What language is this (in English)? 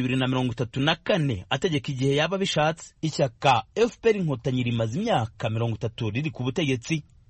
Kinyarwanda